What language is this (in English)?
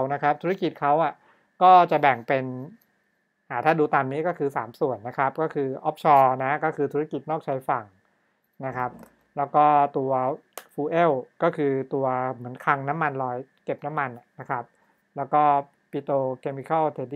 Thai